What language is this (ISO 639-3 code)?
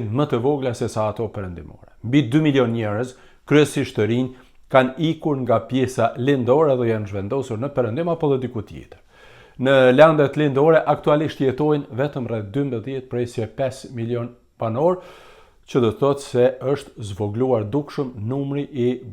sqi